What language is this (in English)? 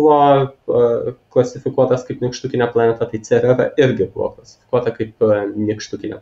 Lithuanian